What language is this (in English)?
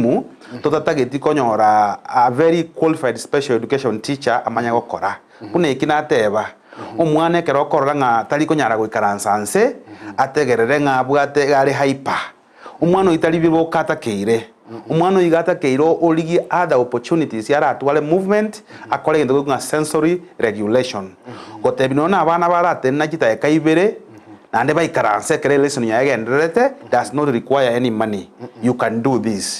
Gusii